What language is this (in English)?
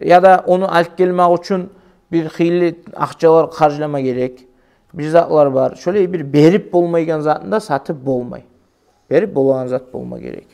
Kumyk